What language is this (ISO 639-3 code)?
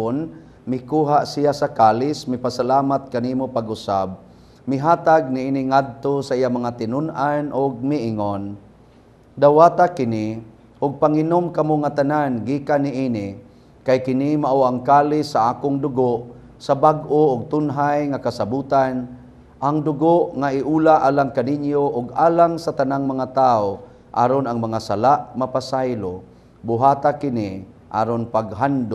ceb